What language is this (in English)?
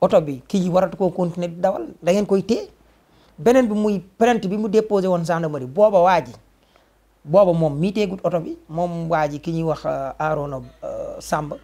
Wolof